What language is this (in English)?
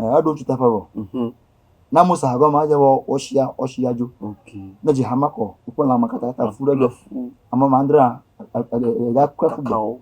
Ewe